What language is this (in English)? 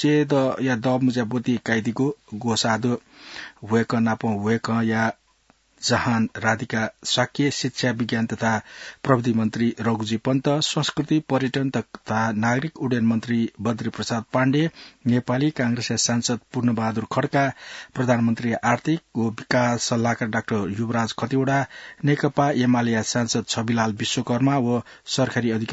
Newari